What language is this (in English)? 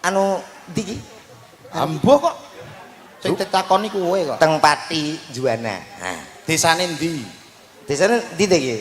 Javanese